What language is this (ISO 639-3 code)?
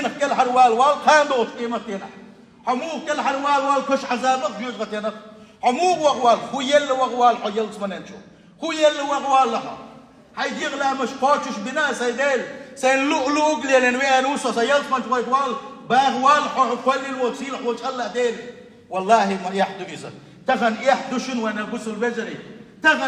che